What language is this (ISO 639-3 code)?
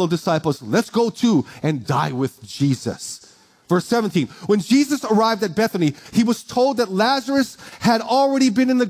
eng